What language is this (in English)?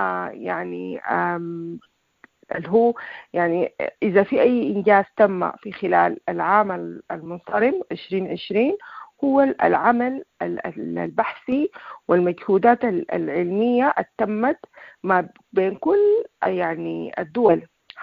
Sudanese Arabic